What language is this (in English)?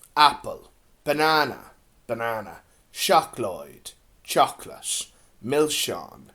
Irish